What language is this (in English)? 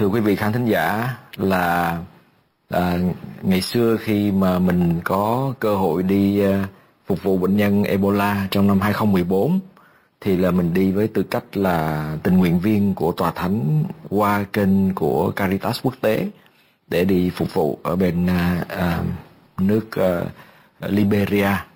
Vietnamese